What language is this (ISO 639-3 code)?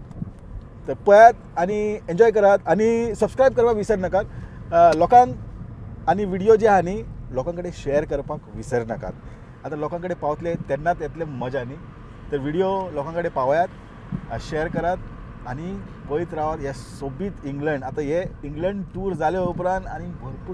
kok